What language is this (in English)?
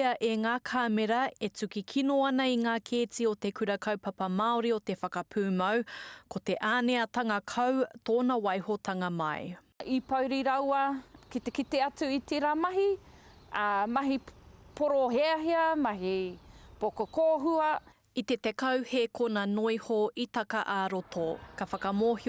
Māori